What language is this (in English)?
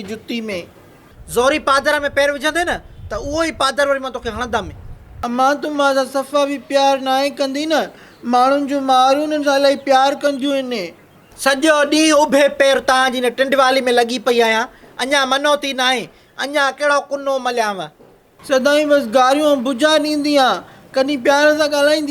Sindhi